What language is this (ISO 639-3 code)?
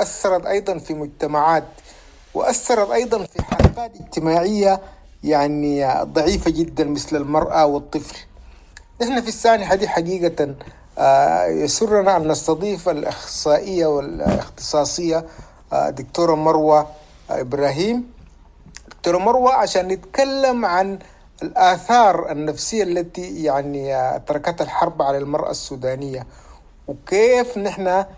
apd